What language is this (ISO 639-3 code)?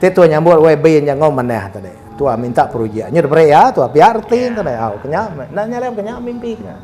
iba